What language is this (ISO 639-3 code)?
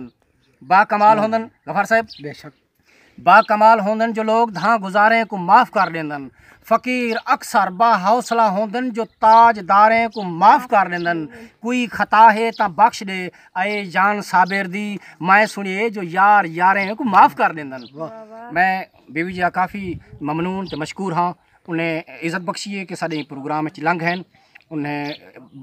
skr